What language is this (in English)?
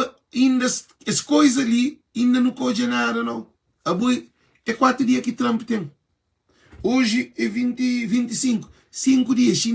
Kabuverdianu